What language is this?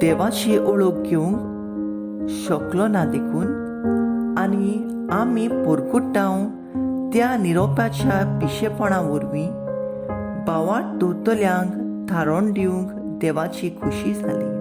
Konkani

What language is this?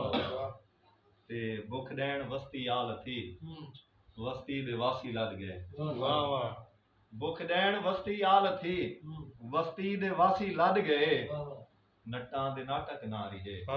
Saraiki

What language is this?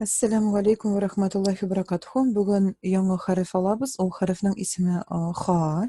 Tatar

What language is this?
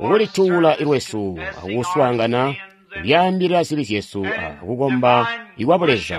Tonga (Zambia)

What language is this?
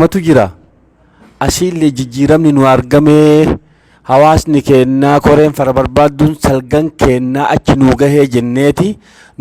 Oromo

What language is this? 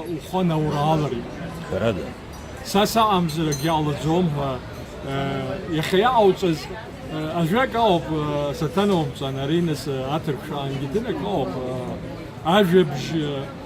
Abkhazian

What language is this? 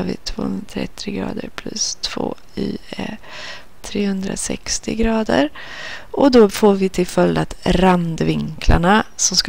Swedish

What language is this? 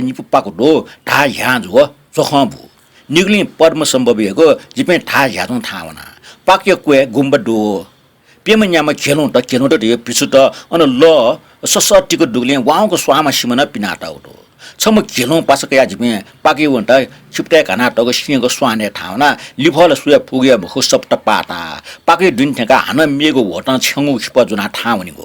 Newari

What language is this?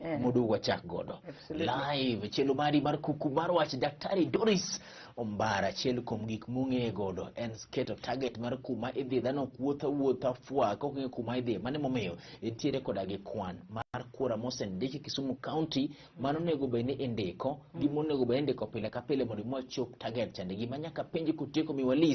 Luo (Kenya and Tanzania)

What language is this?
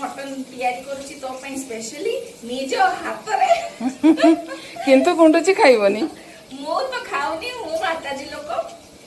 Odia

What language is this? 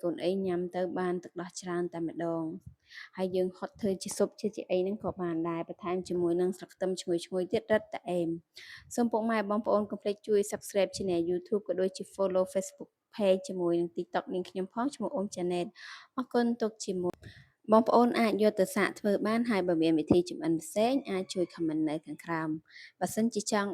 Khmer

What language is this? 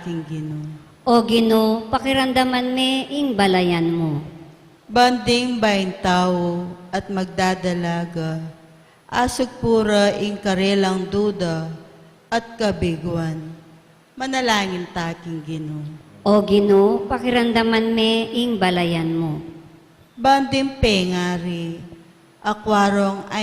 Pampanga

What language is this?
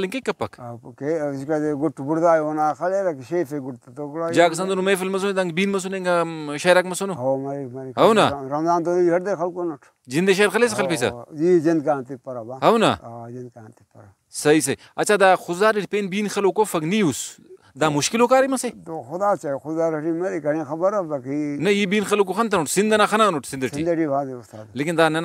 Brahui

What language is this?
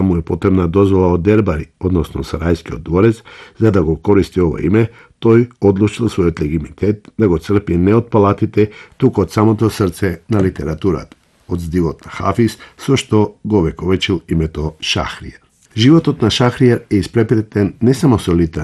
Macedonian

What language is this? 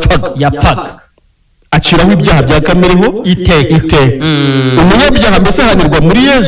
Kinyarwanda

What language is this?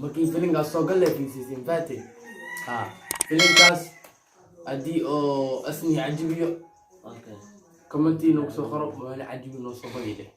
Somali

